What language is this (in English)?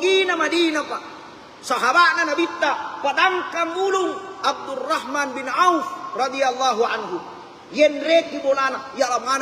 Buginese